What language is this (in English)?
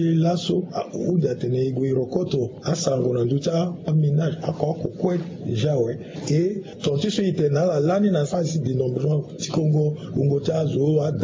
Sango